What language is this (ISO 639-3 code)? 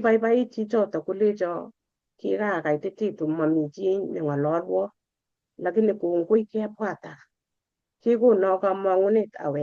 kln